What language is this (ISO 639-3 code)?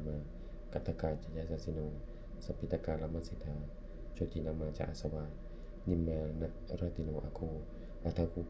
pli